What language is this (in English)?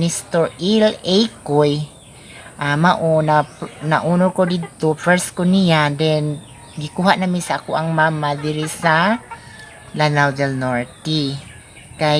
Cebuano